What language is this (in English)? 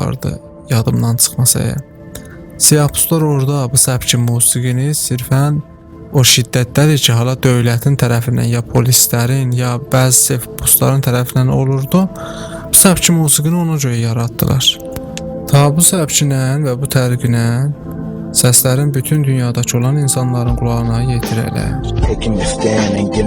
South Azerbaijani